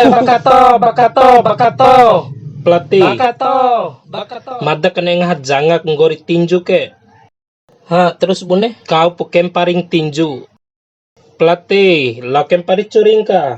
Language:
Bima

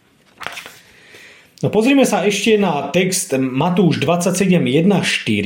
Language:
Slovak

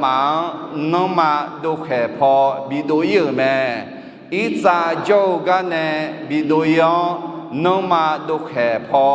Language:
Akha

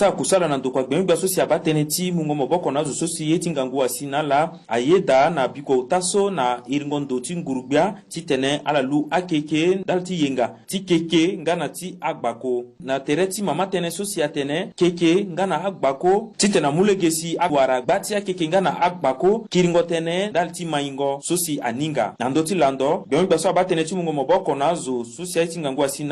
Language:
Sango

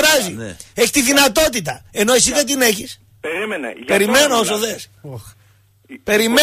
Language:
Greek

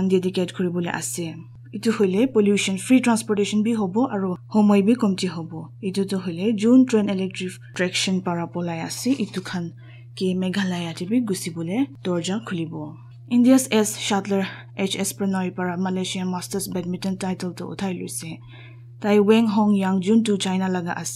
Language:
Naga Pidgin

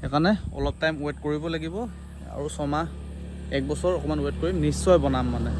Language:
Assamese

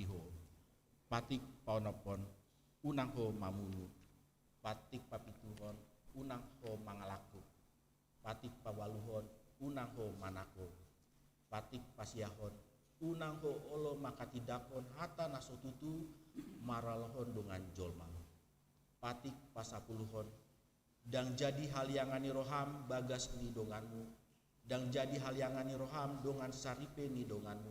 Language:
Batak Toba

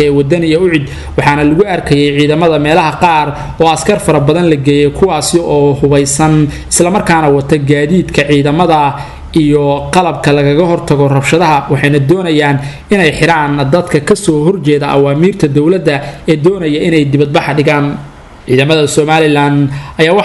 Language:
Somali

